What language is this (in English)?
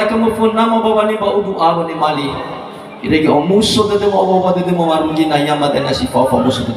Nias